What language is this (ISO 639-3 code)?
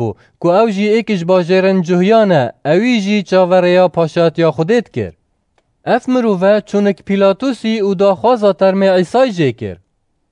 kur